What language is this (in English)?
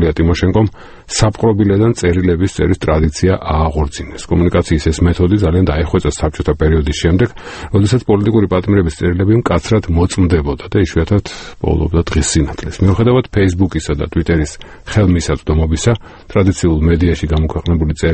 Georgian